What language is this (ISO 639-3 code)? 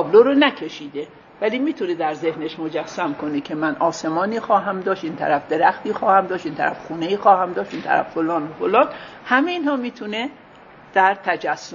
fas